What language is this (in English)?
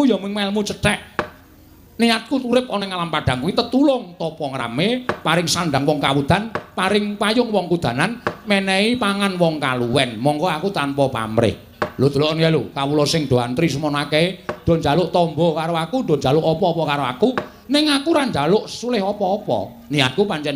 Javanese